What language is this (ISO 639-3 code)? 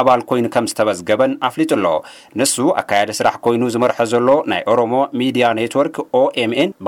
tir